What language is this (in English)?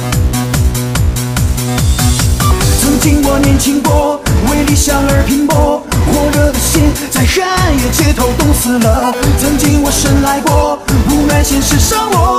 Chinese